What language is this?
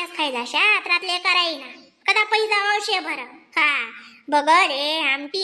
Khandesi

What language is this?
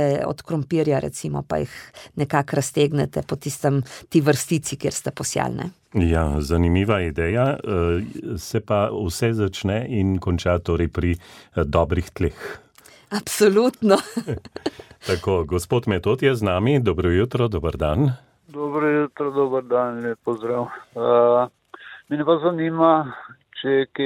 Slovenian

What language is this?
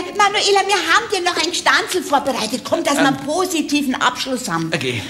Bavarian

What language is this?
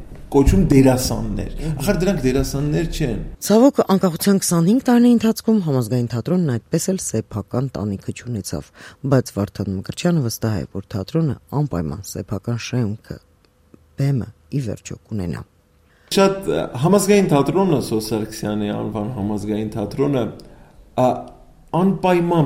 Armenian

